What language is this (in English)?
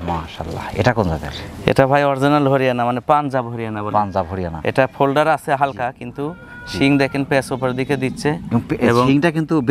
Bangla